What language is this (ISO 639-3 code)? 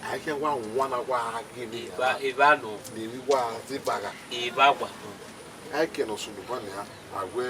bin